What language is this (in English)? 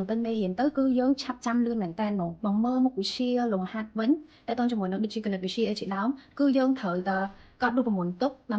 Khmer